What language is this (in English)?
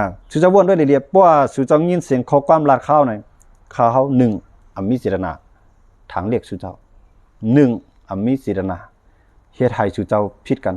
Shan